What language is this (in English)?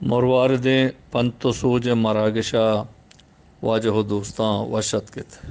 Eastern Balochi